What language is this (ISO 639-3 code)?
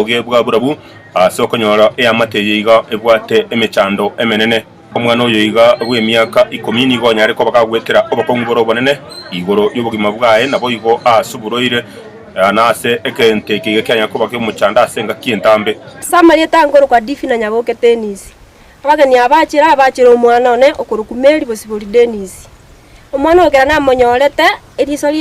guz